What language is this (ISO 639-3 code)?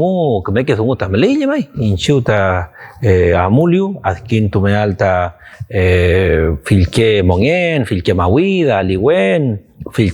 arn